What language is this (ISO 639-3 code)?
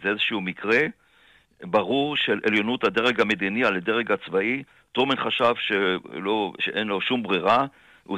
heb